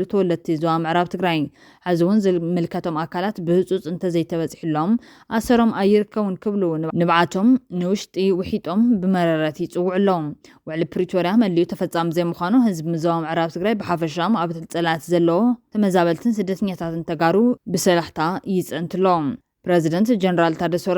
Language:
Tigrinya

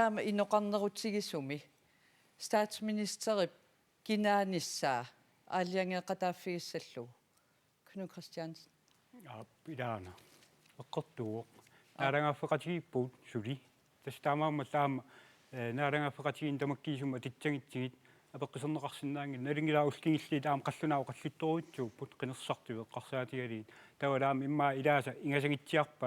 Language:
Kalaallisut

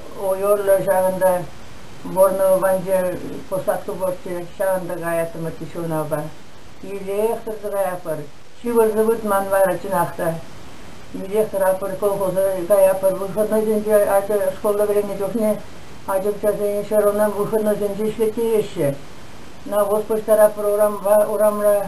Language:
Chuvash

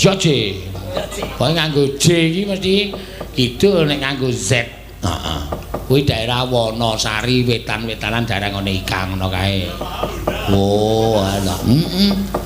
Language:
Javanese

